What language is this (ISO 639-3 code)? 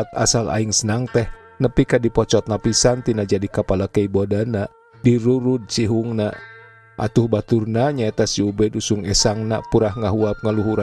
sun